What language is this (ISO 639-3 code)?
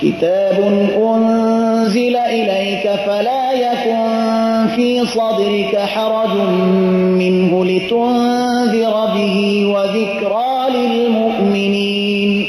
fas